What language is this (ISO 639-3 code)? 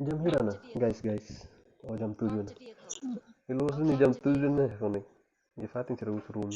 tet